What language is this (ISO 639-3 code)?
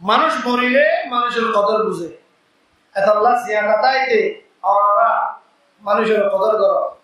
rhg